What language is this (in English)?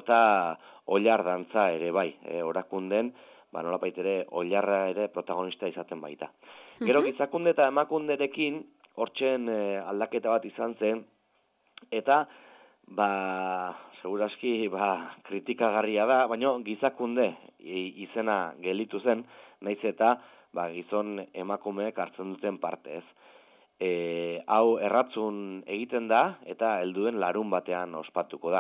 Basque